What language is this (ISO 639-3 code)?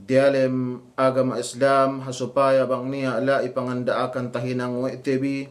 yka